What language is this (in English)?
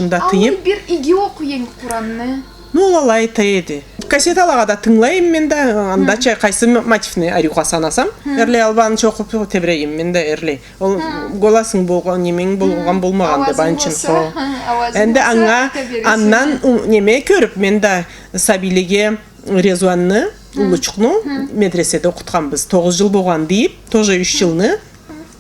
Karachay-Balkar